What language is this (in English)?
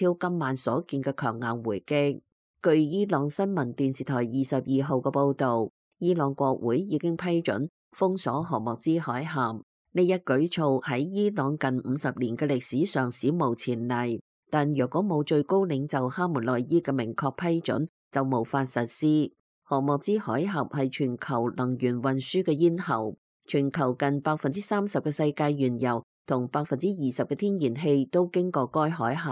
Cantonese